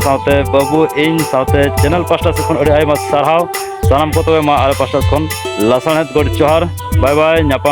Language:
Santali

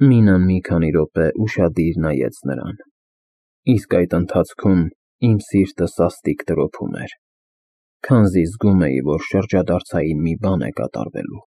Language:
Armenian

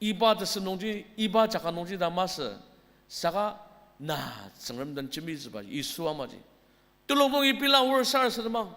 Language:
Ao Naga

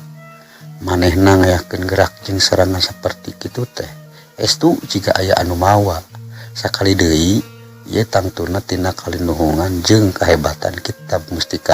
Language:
Sundanese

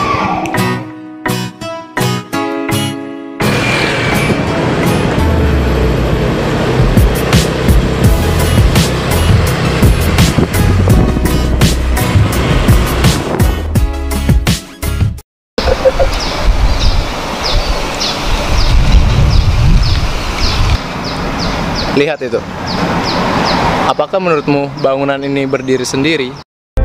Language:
Indonesian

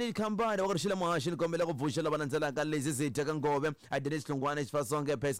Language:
Tsonga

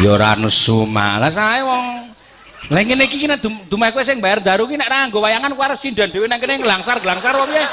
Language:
Javanese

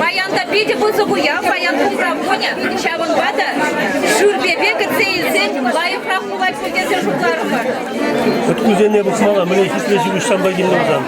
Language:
Chuvash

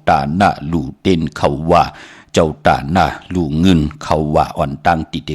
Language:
Shan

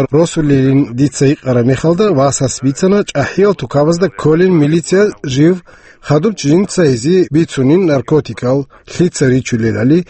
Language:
Avaric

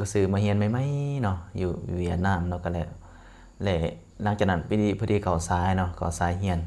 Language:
Lao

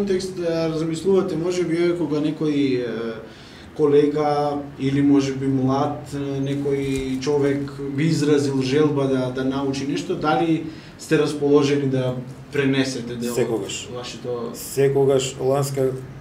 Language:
Macedonian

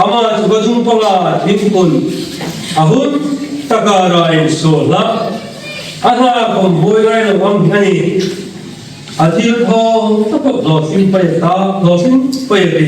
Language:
Hmar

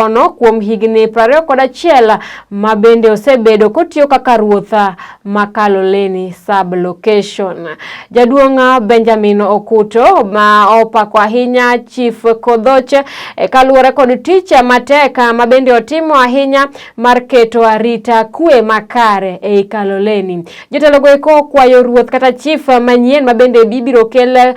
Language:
Luo (Kenya and Tanzania)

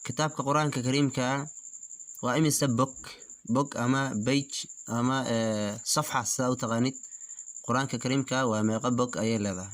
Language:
Somali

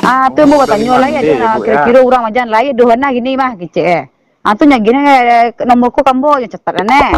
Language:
Minangkabau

